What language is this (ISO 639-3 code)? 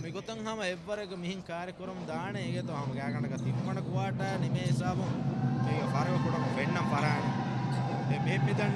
div